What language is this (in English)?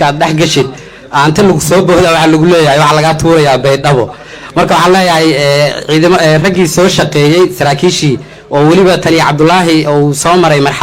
Somali